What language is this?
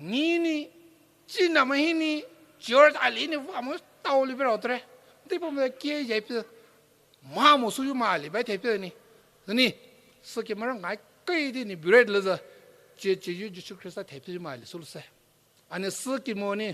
Poumei Naga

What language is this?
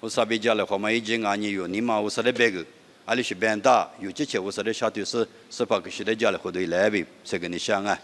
Lisu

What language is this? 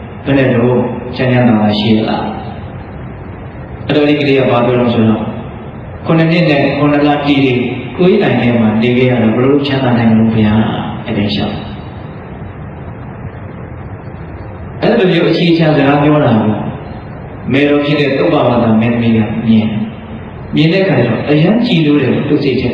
Burmese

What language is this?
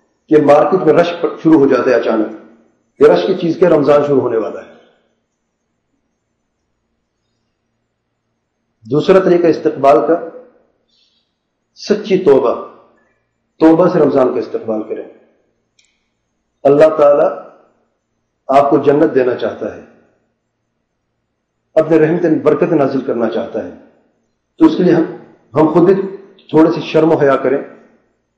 Urdu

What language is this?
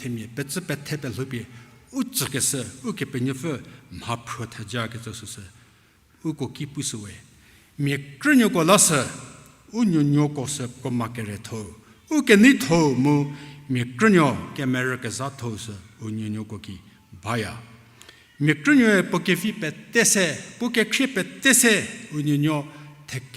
Angami Naga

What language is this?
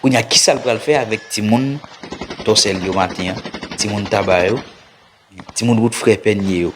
Haitian Creole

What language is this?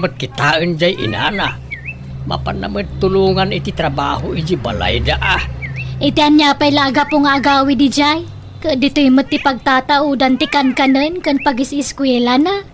Iloko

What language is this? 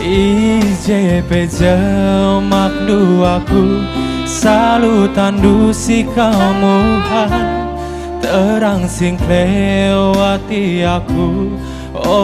Batak Karo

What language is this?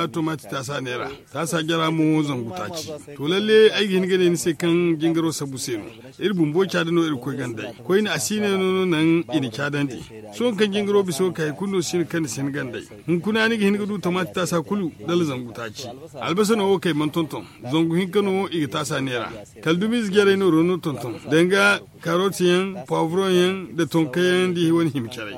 Zarma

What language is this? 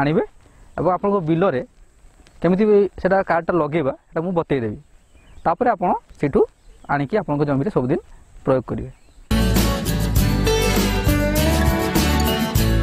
Odia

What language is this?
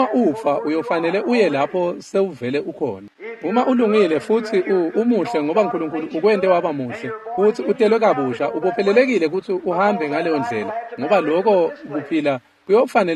Swati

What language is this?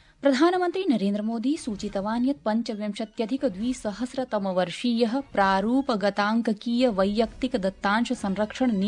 Sanskrit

